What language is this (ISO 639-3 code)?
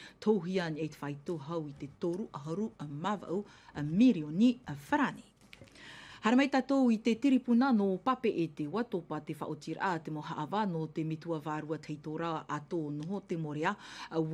tah